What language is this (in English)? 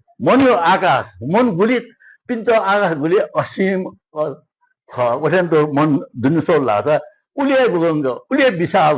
Newari